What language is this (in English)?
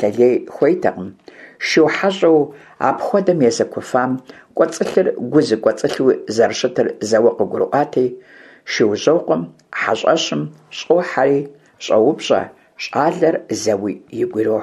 Kabardian